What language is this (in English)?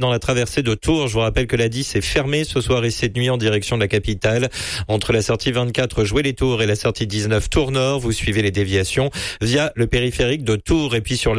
French